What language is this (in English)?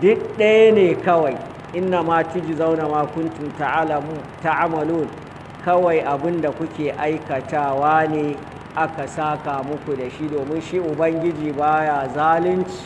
Hausa